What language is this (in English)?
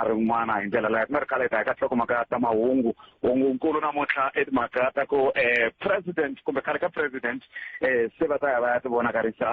Tsonga